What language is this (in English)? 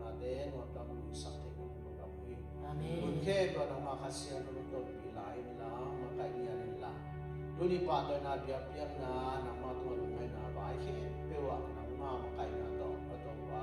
Tedim Chin